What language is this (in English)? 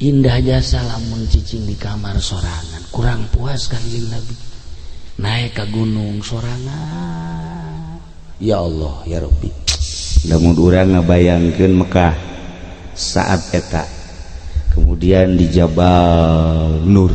Sundanese